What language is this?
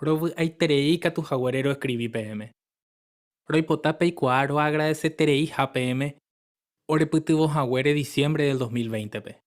Guarani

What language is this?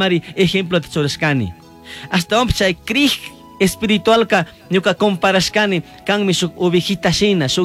Chimborazo Highland Quichua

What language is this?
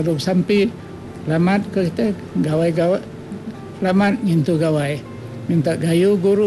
Iban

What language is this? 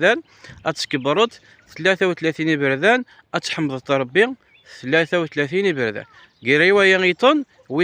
Kabyle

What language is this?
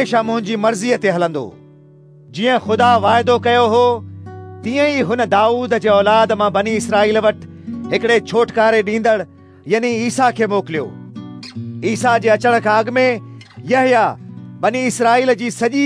Sindhi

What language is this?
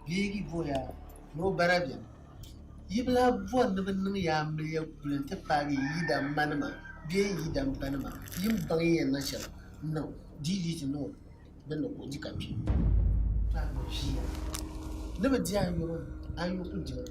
Dagbani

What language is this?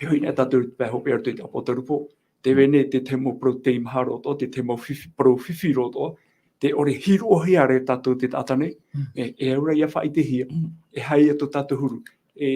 Tahitian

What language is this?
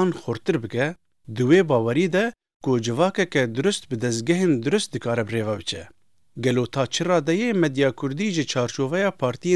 Kurdish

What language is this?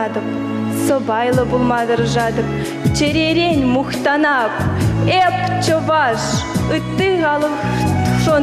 Chuvash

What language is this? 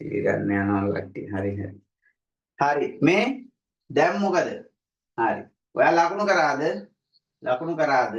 Sinhala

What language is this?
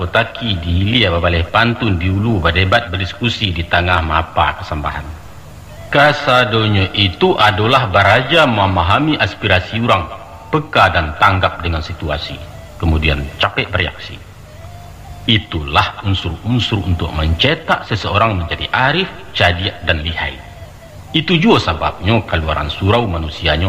Minangkabau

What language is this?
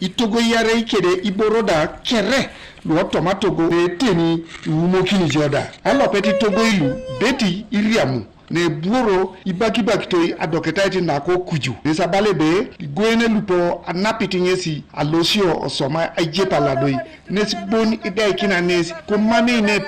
Teso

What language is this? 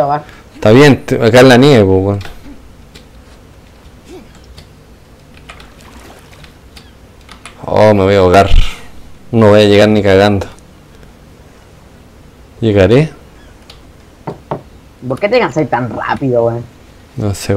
Spanish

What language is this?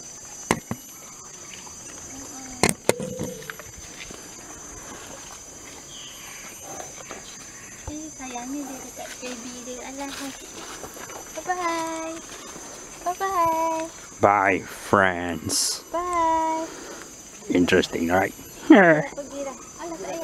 Malay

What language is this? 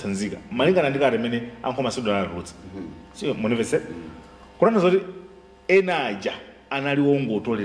Nyanja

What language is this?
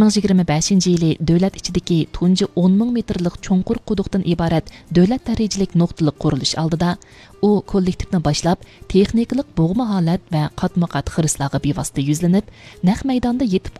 Uyghur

